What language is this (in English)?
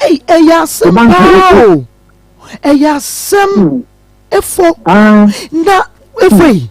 Akan